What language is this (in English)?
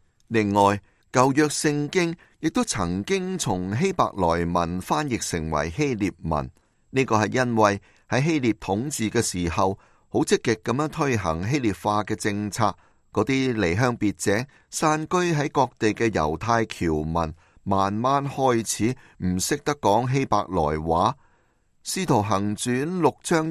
Cantonese